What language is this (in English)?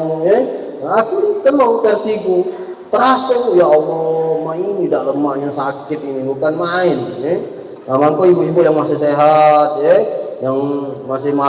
Musi